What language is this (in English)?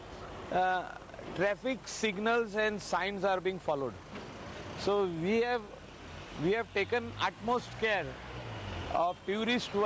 Konkani